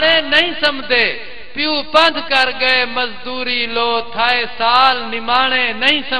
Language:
Saraiki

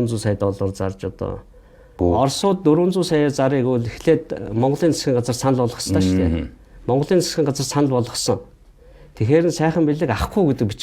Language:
Mongolian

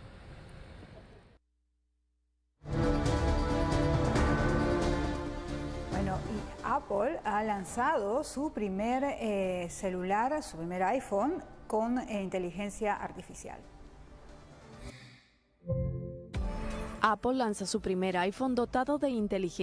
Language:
Spanish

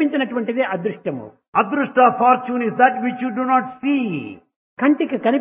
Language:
Telugu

